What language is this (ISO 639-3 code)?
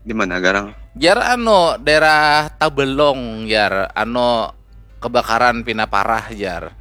bjn